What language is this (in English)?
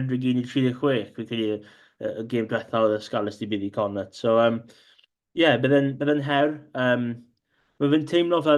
Welsh